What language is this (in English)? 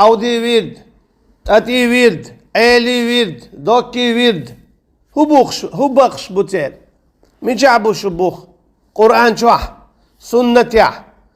Chechen